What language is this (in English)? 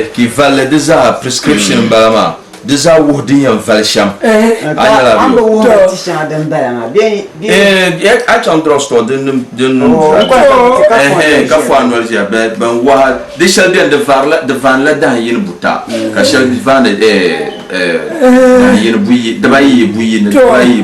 Dagbani